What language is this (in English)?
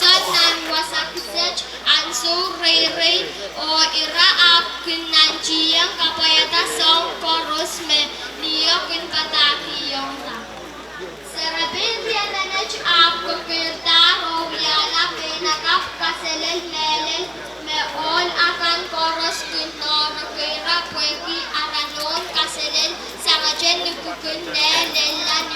Pohnpeian